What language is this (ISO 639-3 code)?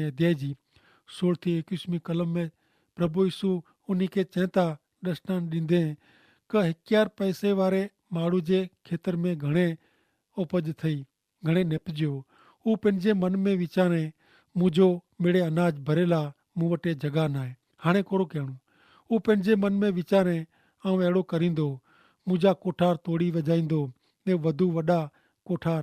kfr